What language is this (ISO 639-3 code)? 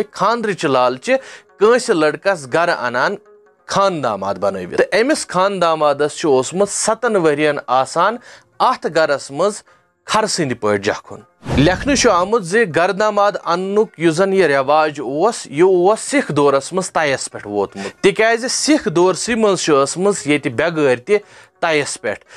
kas